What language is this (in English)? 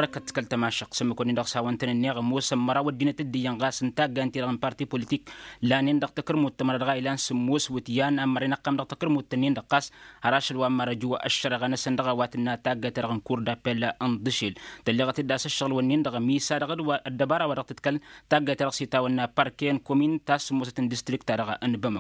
Tamasheq